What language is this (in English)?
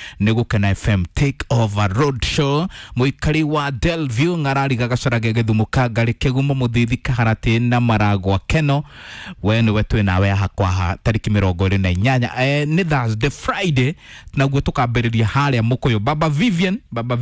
Kikuyu